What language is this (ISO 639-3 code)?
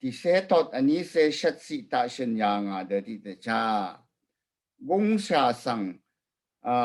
raw